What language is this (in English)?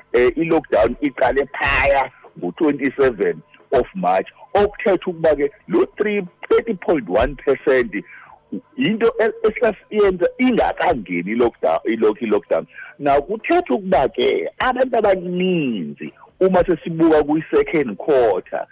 Xhosa